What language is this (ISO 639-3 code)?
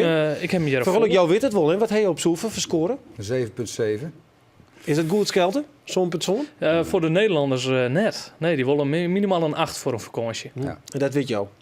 fry